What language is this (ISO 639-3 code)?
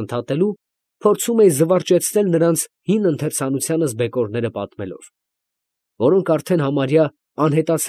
hye